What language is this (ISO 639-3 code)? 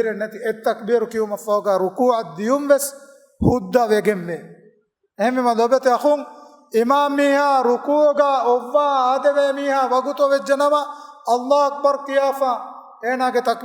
div